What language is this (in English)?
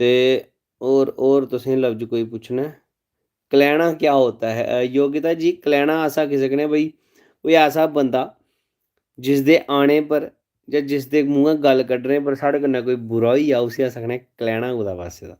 Dogri